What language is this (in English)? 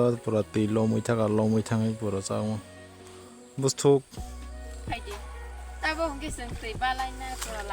Kok Borok